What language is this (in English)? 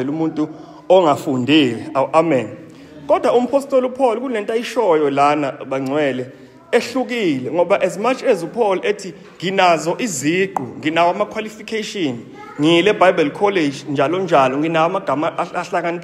Zulu